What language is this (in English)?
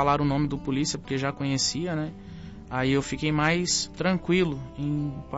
Portuguese